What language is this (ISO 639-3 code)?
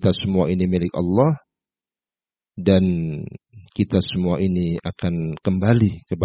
ind